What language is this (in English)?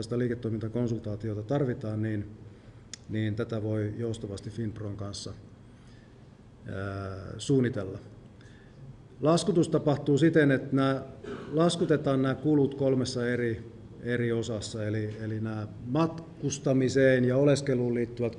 Finnish